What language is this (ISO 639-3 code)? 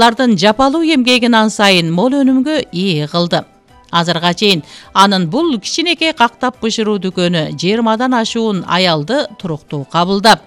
kir